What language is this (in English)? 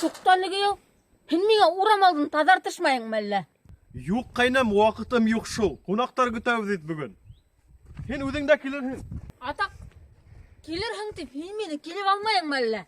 Bashkir